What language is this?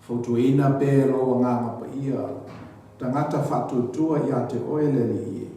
Samoan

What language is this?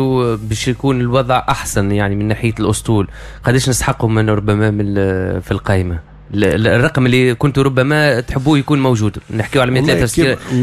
Tunisian Arabic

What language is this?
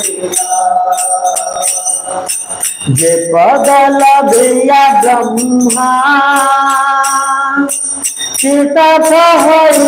Hindi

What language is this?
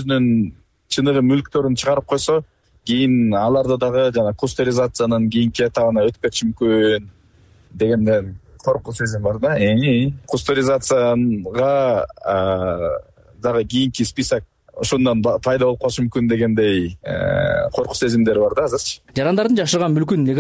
Kyrgyz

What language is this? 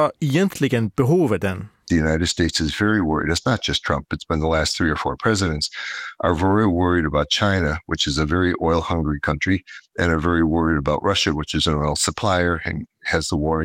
Swedish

